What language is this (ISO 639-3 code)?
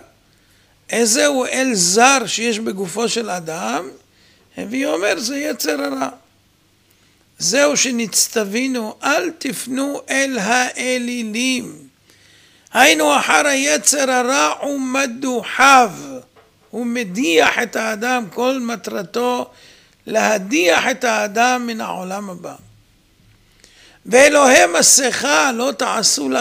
heb